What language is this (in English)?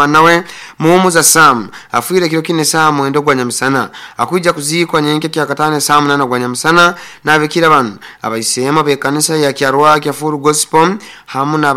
Nyoro